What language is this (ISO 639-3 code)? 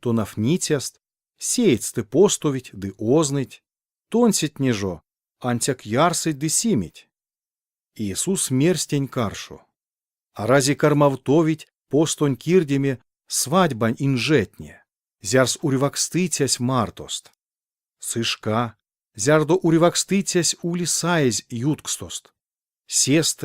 myv